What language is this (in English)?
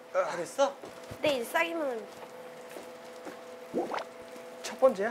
Korean